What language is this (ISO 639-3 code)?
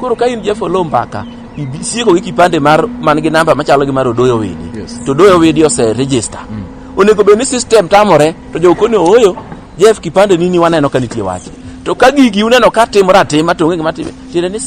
luo